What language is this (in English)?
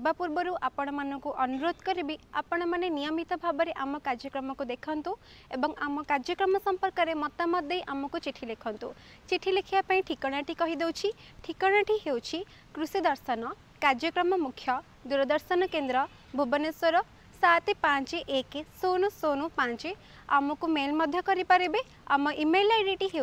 Odia